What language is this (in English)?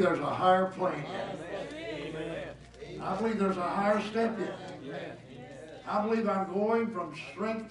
English